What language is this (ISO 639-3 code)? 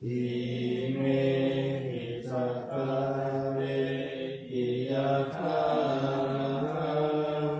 pli